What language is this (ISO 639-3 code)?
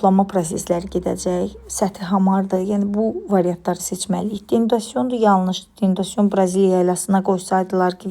aze